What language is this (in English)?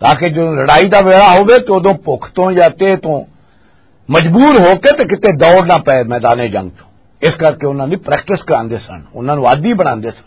Western Panjabi